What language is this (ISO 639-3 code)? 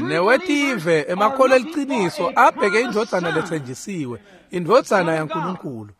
ssw